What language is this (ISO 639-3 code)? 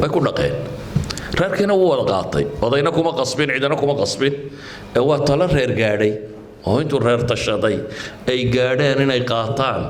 som